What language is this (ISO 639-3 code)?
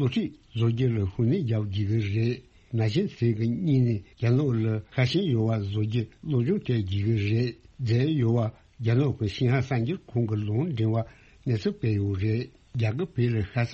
bod